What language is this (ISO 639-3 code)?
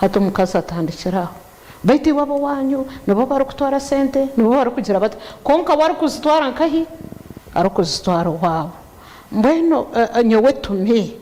nyn